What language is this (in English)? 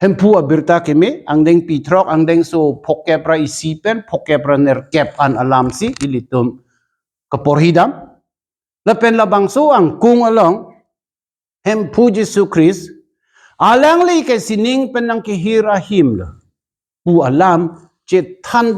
Karbi